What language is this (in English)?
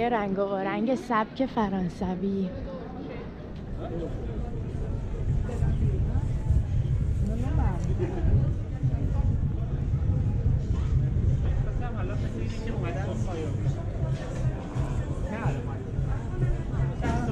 Persian